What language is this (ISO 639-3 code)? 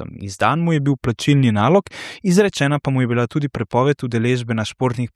slv